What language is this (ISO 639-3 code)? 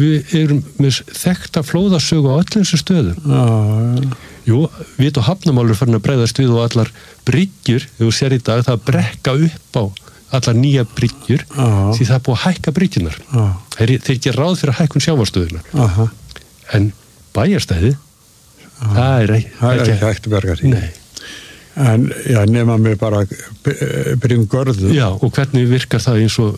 isl